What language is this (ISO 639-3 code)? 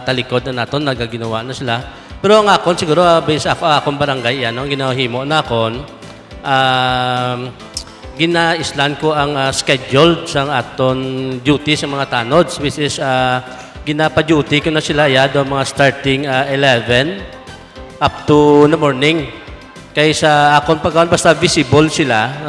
hil